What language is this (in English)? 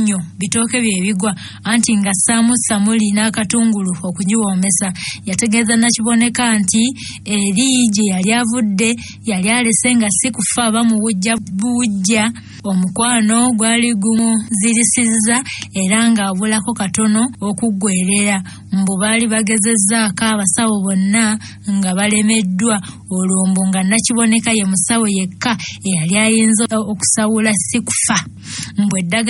Ganda